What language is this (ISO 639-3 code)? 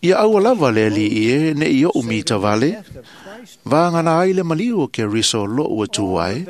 smo